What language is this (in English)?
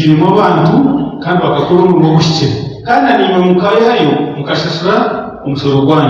Nyankole